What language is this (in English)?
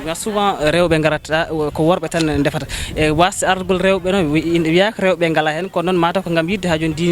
Fula